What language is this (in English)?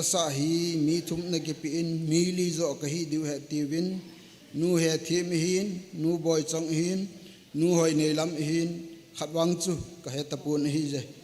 Thado Chin